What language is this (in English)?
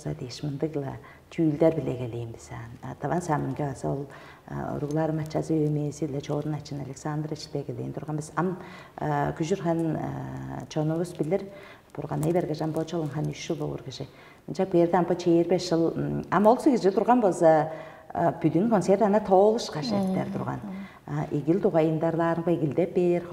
Tuvinian